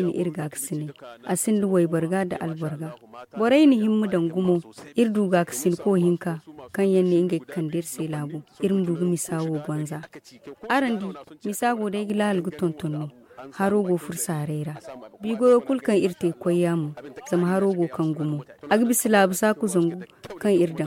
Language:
Zarma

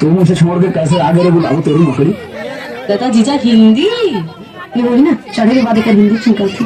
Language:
Chhattisgarhi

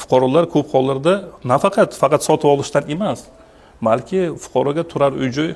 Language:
Uzbek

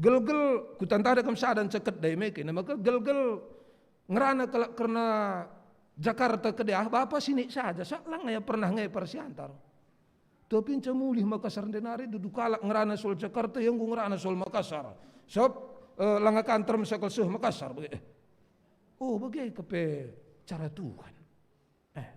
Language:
Batak Karo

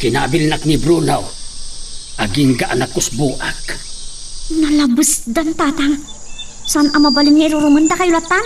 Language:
Iloko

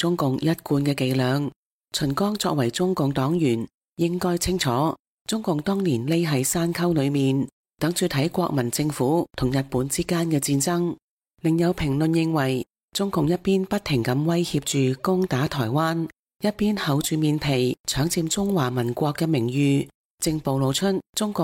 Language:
Cantonese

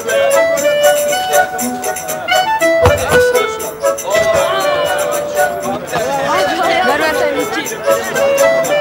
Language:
Turkish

